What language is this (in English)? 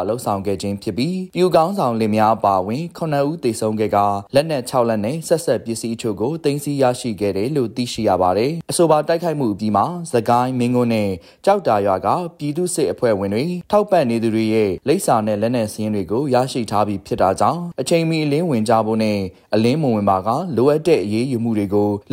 Burmese